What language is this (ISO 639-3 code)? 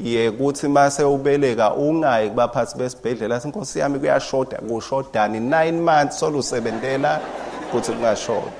ssw